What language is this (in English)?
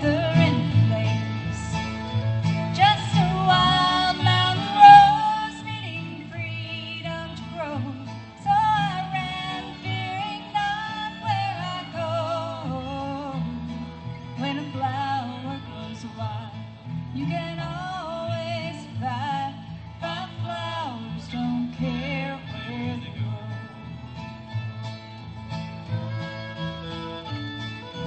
English